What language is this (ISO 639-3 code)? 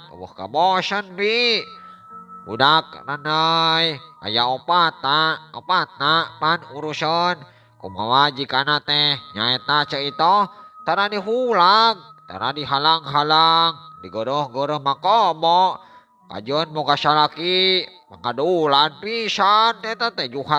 sun